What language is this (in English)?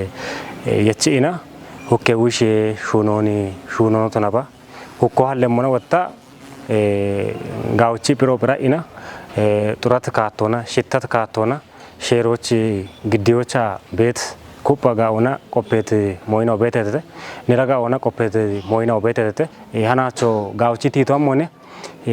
Kafa